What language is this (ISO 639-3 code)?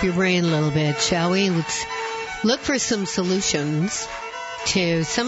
eng